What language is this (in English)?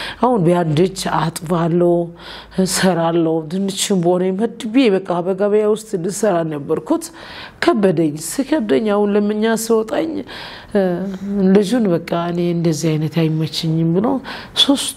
Amharic